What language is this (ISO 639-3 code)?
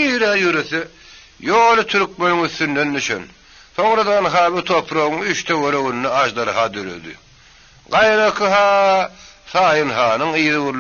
tuk